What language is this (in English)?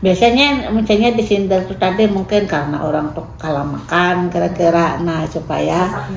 Banjar